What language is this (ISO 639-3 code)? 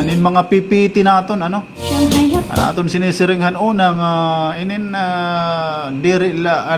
war